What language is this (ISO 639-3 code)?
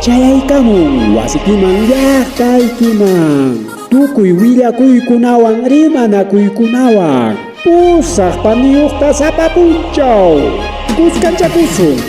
quy